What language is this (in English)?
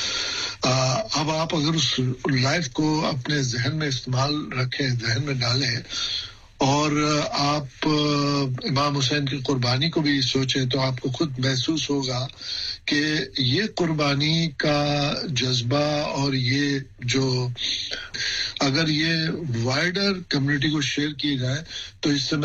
Urdu